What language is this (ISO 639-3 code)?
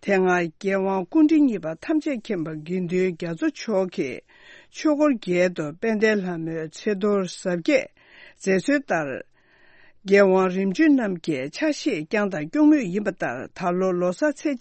bod